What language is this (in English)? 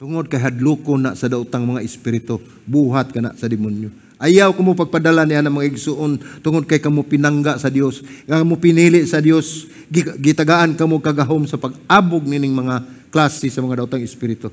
Cebuano